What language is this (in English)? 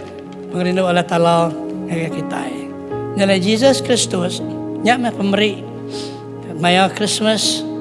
Iban